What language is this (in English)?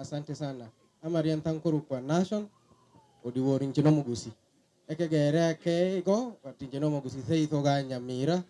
Gusii